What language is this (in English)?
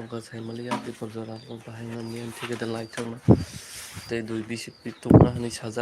Kok Borok